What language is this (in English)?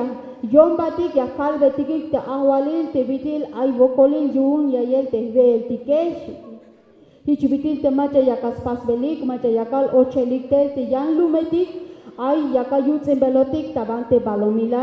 Tzeltal